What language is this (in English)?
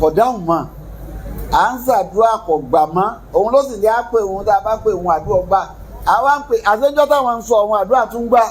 Yoruba